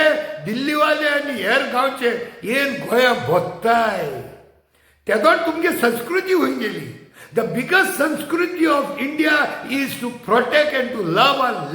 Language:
Konkani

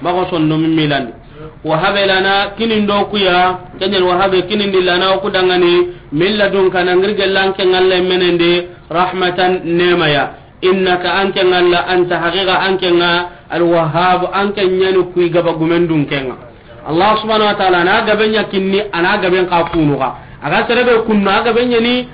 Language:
Soninke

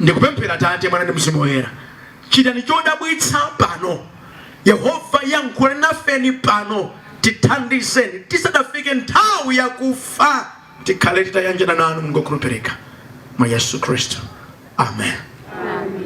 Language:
Nyanja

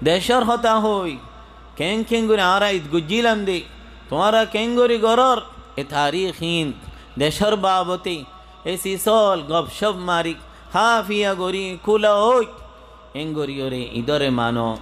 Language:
Rohingya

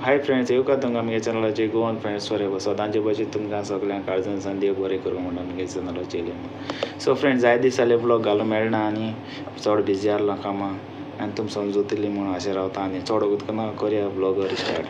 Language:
Konkani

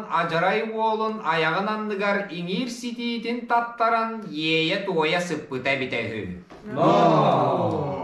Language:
Yakut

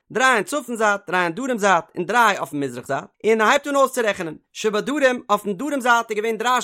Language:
Yiddish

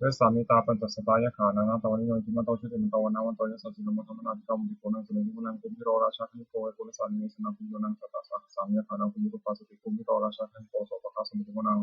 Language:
Pali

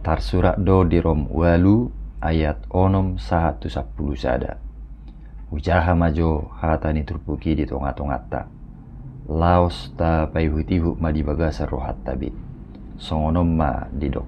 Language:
Batak Toba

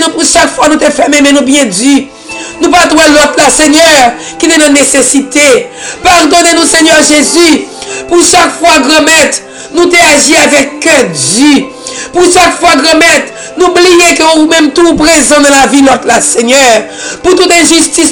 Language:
French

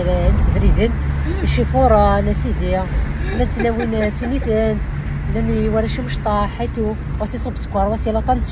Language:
Kabyle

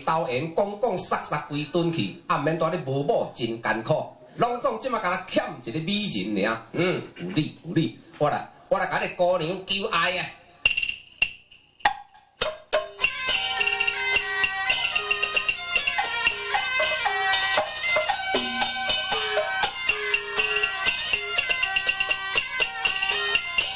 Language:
Min Nan Chinese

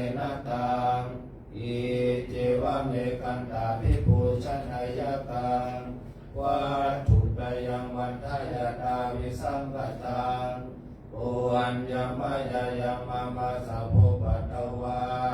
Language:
Pali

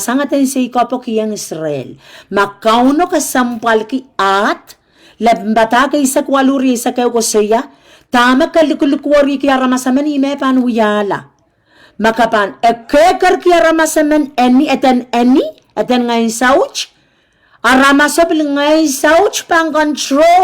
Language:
Pohnpeian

